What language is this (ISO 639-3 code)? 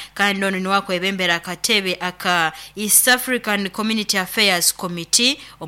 nyo